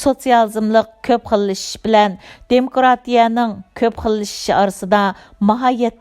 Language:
Uyghur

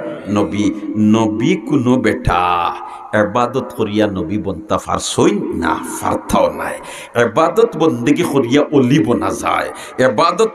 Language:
Sylheti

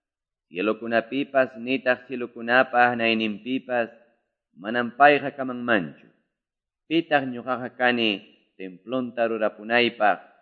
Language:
Quechua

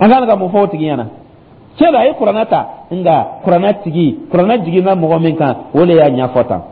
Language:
Dyula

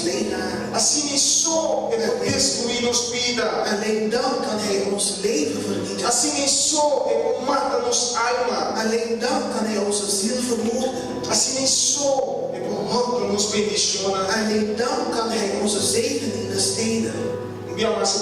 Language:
Papiamento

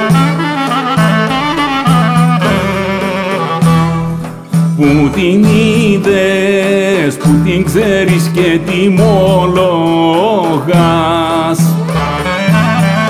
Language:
Greek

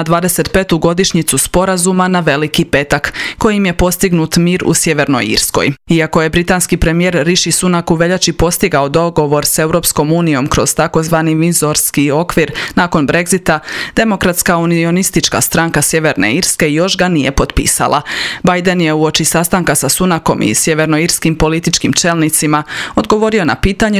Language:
Croatian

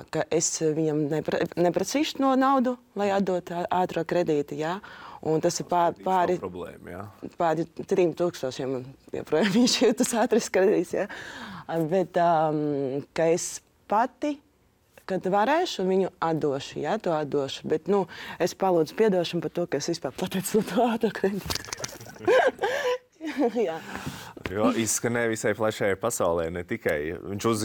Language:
Latvian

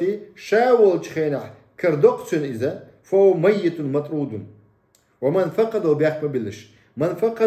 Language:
Chechen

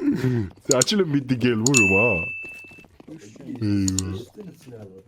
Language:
South Azerbaijani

